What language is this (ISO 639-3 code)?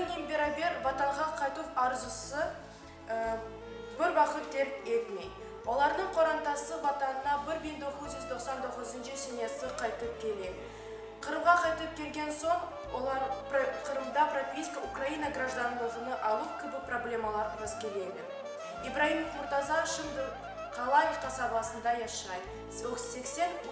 crh